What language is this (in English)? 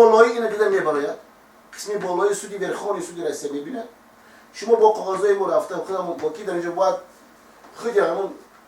Tajik